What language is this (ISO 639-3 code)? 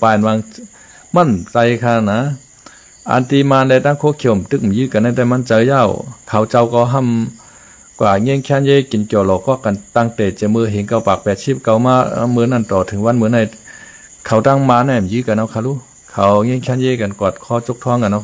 shn